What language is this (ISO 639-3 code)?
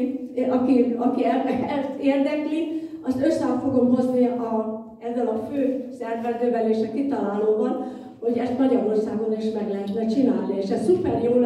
hun